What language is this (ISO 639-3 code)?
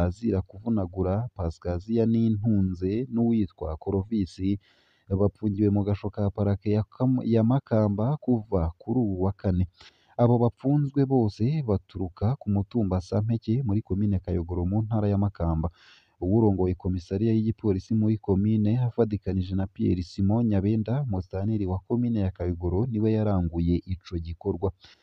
run